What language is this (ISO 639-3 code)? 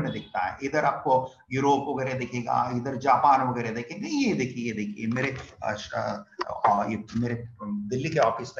hin